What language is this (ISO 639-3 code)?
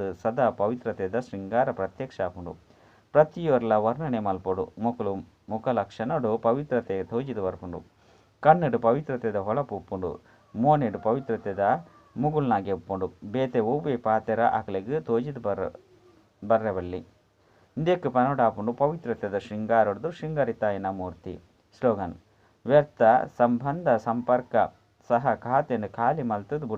tcy